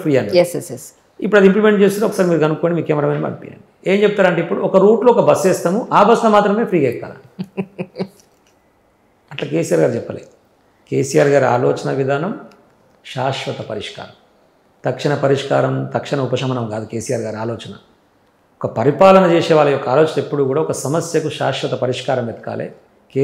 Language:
Telugu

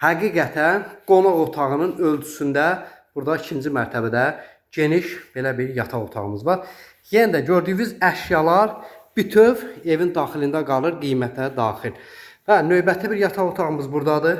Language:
Azerbaijani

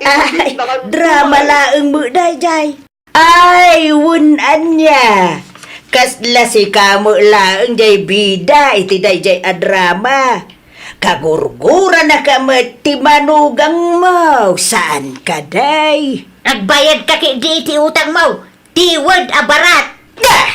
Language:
Iloko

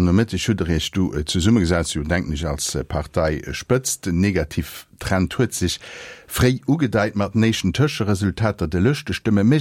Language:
Luxembourgish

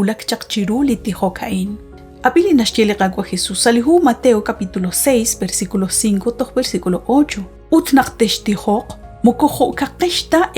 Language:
Kekchí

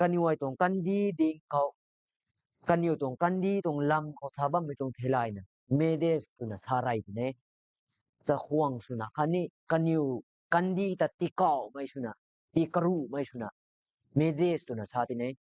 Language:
Rongmei Naga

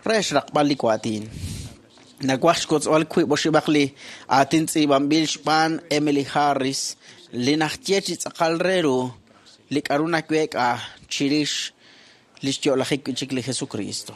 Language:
Kekchí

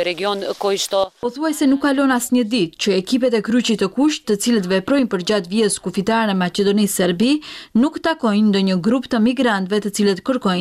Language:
Albanian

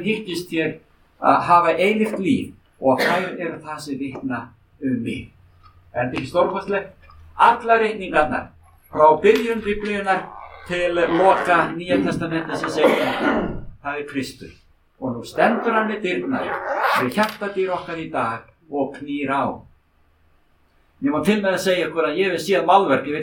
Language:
Icelandic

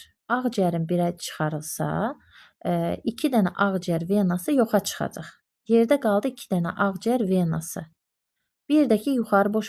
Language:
Azerbaijani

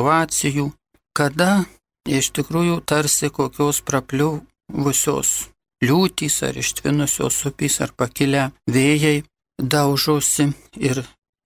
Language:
Lithuanian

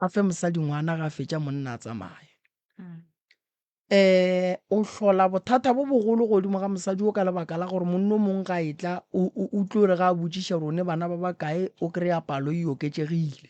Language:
Northern Sotho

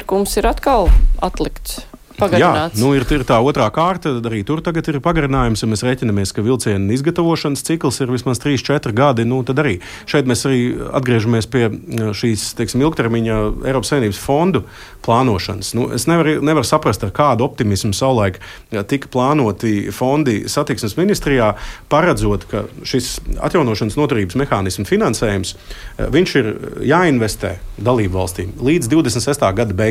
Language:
Latvian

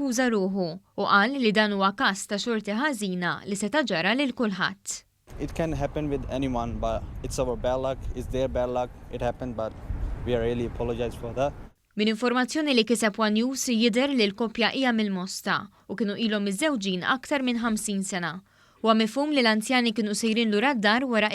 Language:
Maltese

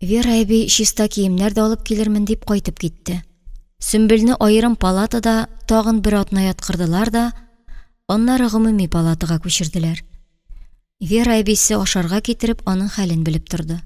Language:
Tatar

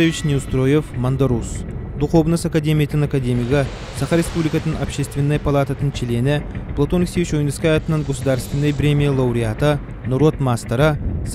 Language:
Yakut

